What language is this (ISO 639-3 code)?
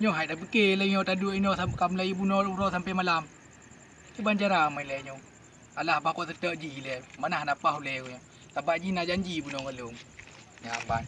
ace